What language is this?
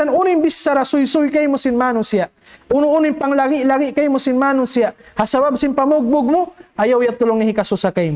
Tausug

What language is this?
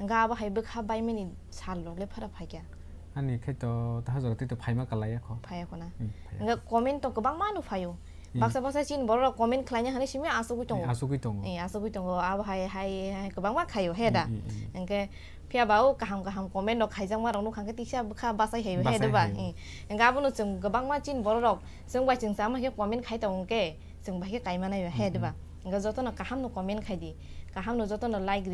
Kok Borok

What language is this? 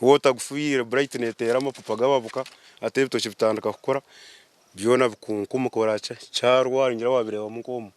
Nyankole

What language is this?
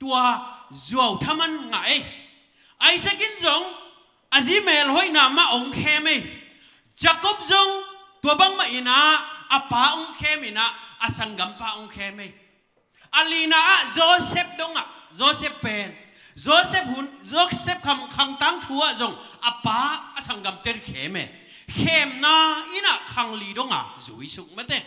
Tedim Chin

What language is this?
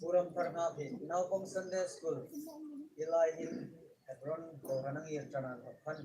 Hmar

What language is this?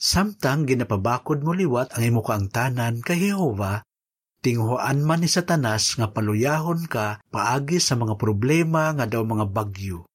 Hiligaynon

